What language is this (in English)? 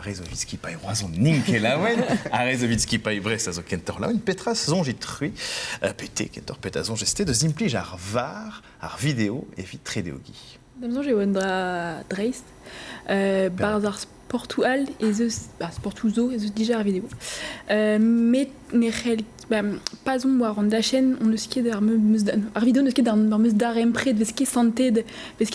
Breton